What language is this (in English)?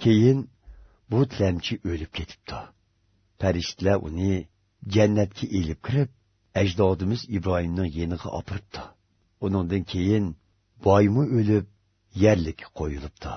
Uyghur